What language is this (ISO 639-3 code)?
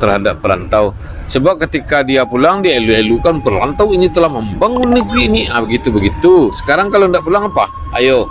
min